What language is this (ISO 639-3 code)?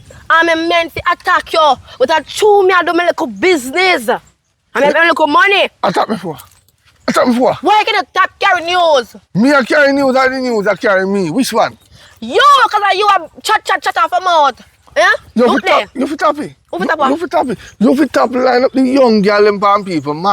jam